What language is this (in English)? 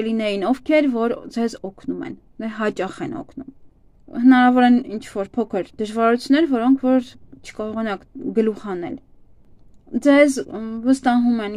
Armenian